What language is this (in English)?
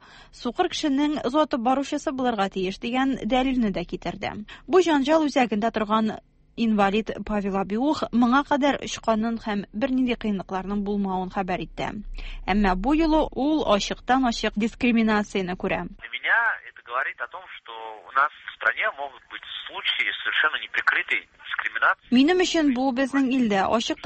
Tatar